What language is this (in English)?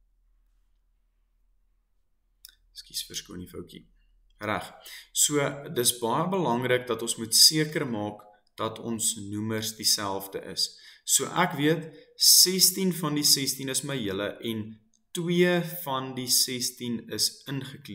Afrikaans